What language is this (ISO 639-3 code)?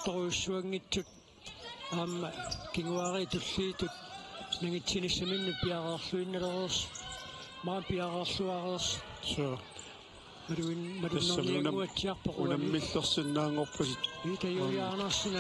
kal